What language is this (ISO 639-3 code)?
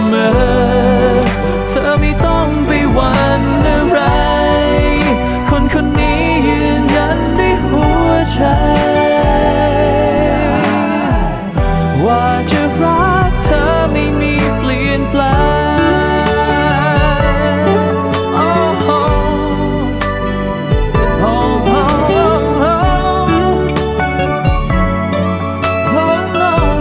tha